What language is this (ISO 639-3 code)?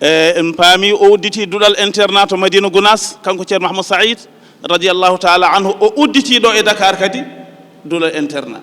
ful